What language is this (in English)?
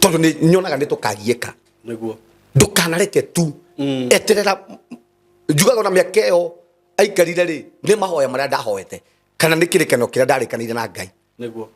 Kikuyu